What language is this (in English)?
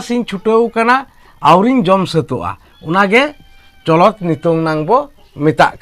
Santali